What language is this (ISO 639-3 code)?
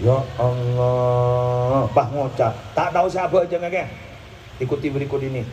mad